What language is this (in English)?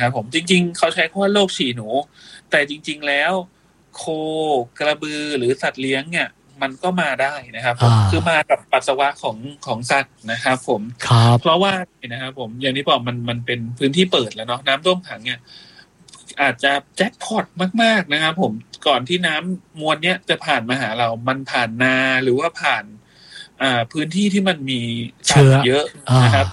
Thai